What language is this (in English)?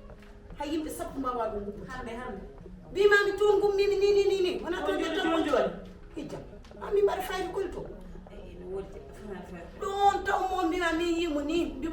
Fula